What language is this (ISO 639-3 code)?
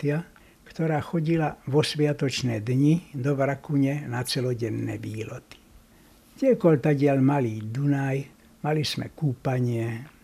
slk